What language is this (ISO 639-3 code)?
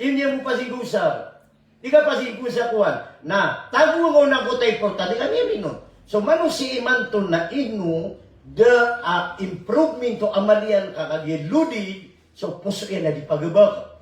mrw